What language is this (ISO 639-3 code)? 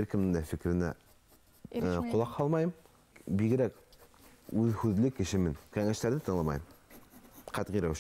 bak